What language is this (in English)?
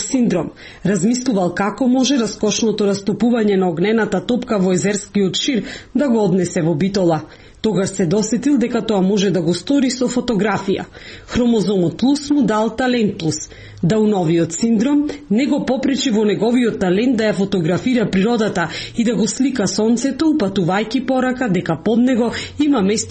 Macedonian